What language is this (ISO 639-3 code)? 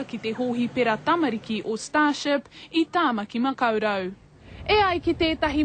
mri